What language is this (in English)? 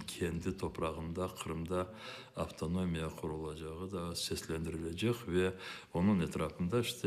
Crimean Tatar